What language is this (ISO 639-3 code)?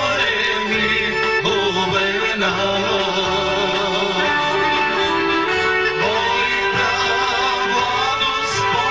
bul